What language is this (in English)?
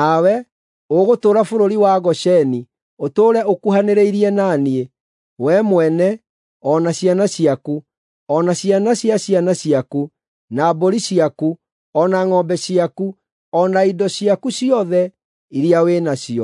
Kikuyu